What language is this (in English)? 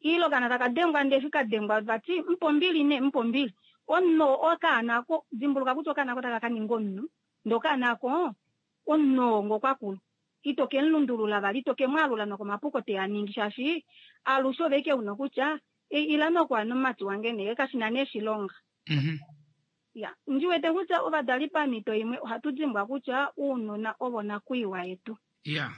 Kuanyama